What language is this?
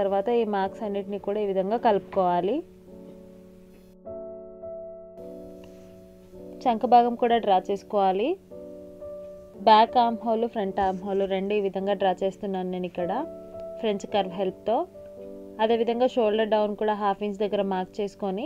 Telugu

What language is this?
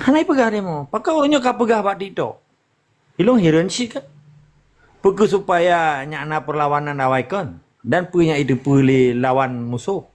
Achinese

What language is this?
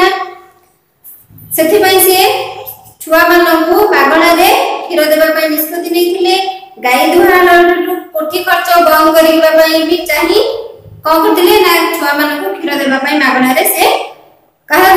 Odia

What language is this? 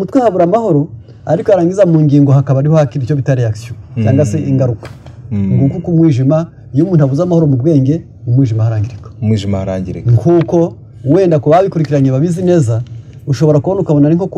Kinyarwanda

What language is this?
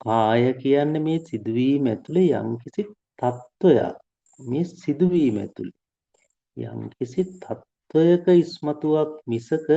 Sinhala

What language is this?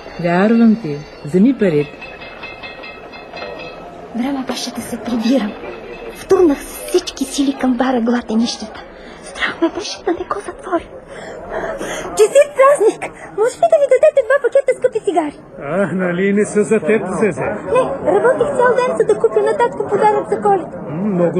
Bulgarian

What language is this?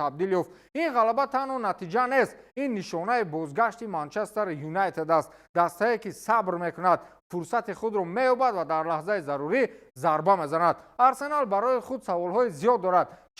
Tajik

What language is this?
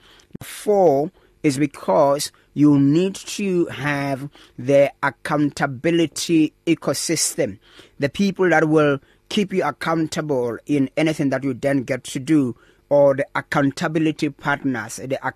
English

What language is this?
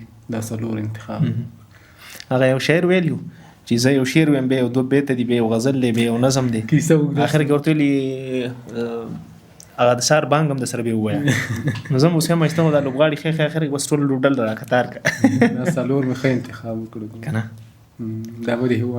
Pashto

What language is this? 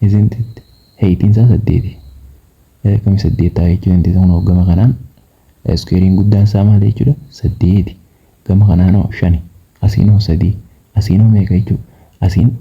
Oromo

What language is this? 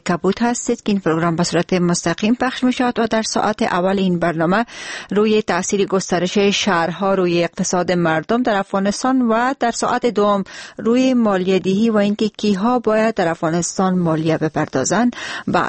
Persian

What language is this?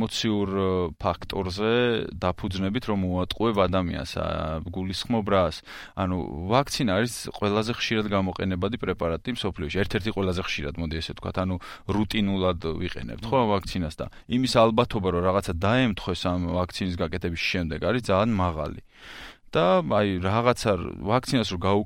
Georgian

